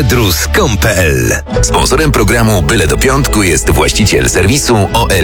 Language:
Polish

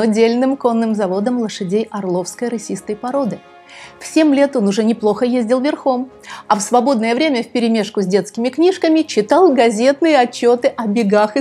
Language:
Russian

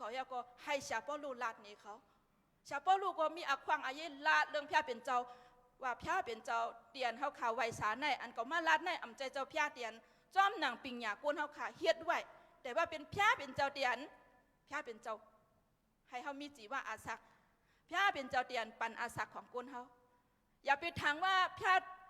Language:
Shan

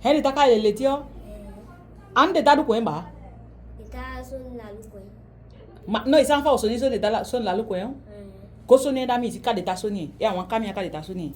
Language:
Saramaccan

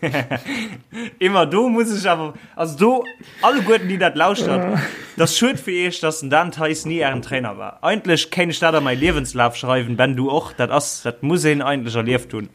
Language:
Luxembourgish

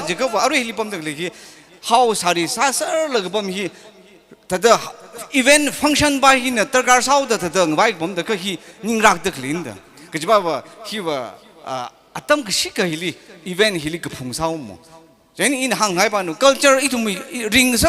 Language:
Tangkhul Naga (India)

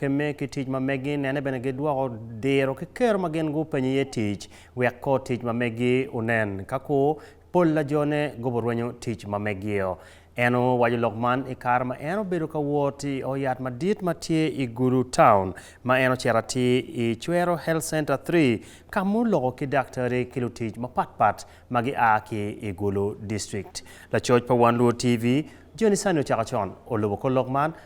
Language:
Acoli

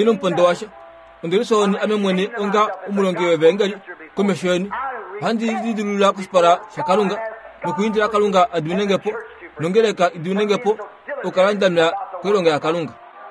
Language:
Kuanyama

